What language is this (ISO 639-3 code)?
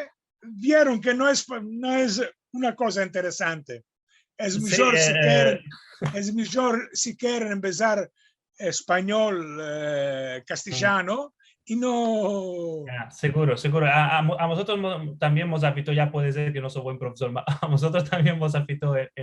lad